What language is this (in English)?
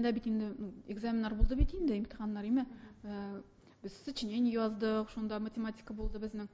Tatar